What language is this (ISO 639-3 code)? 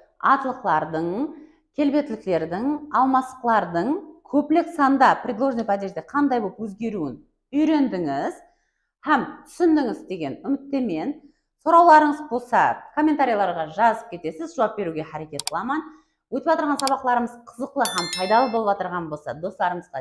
kaa